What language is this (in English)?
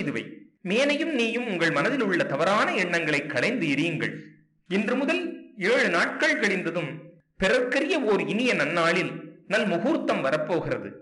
Tamil